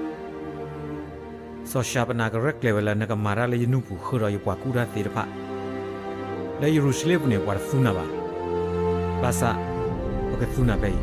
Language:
S'gaw Karen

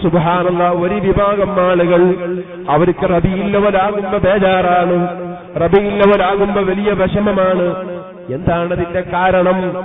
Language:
Malayalam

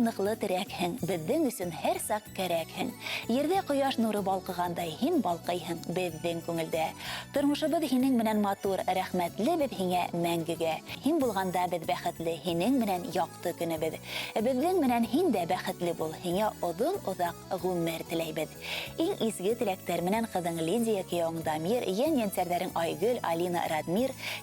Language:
Bashkir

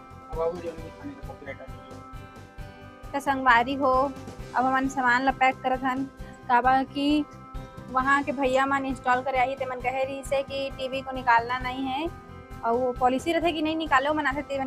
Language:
Chhattisgarhi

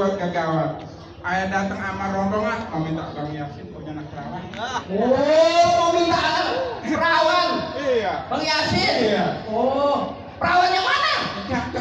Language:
Betawi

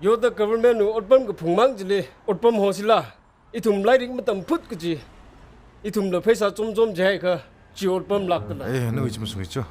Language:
Tangkhul Naga (India)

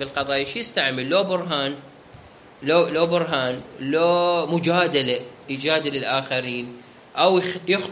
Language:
Mesopotamian Arabic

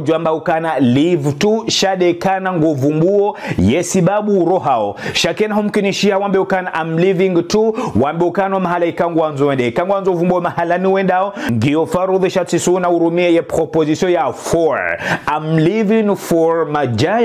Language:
Ngazidja Comorian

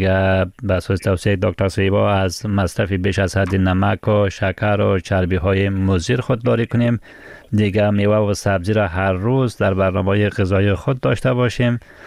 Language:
Persian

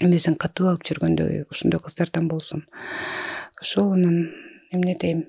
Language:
Kyrgyz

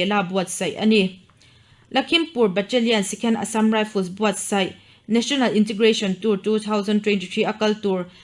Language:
Mizo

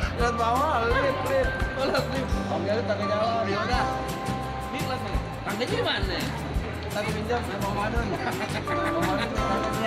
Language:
Betawi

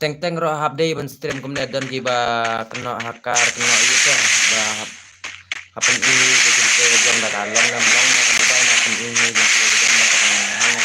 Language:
Khasi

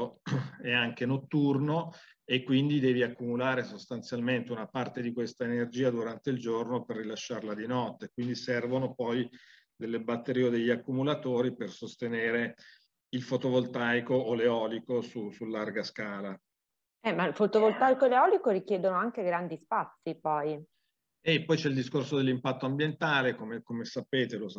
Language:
Italian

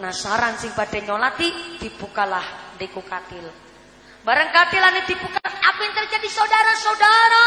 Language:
Javanese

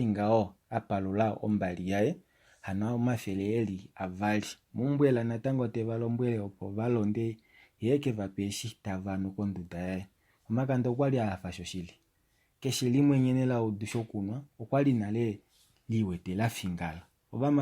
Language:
Kuanyama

